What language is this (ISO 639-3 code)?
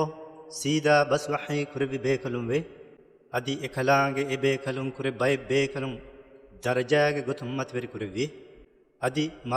div